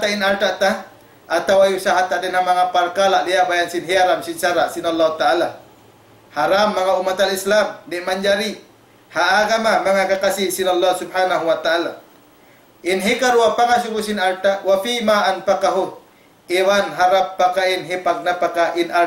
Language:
Tausug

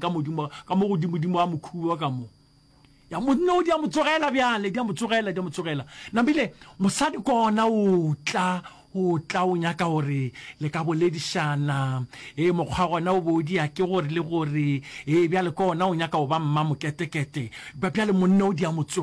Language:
Northern Sotho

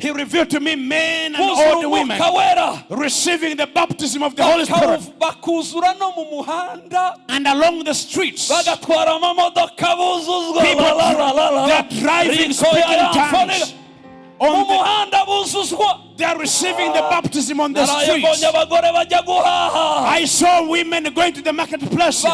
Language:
Kinyarwanda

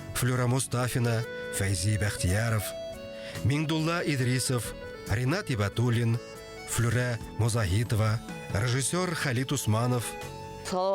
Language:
Bashkir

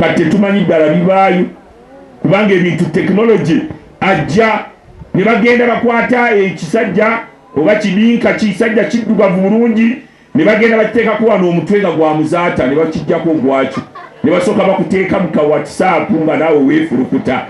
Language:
Ganda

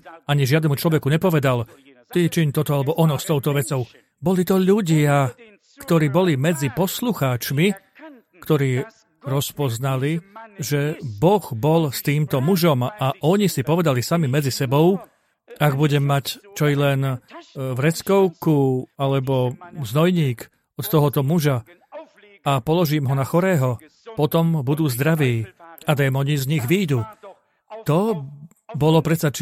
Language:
Slovak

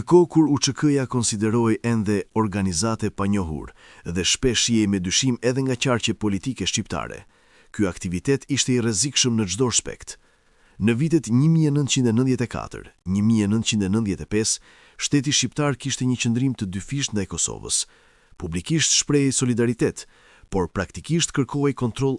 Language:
Albanian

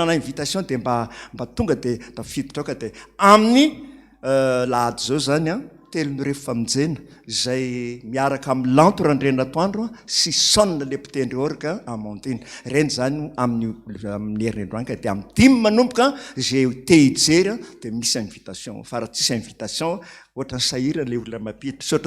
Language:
Malagasy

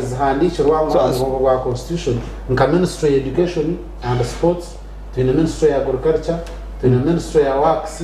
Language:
Nyankole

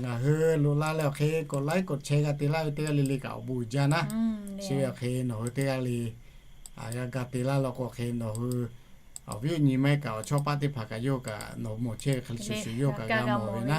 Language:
Lahu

